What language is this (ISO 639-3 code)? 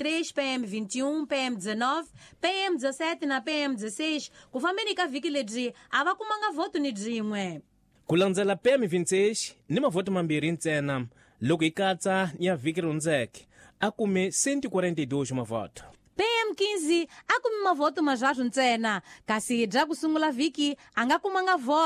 tso